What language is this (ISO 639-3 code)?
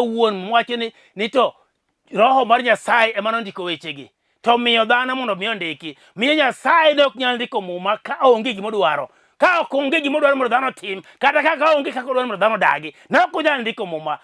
luo